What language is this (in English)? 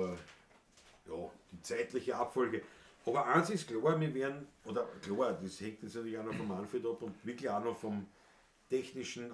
Bavarian